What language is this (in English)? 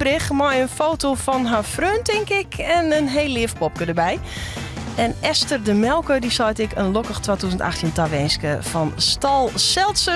Western Frisian